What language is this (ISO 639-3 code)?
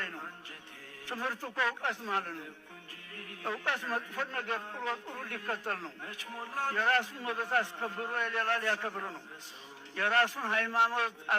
amh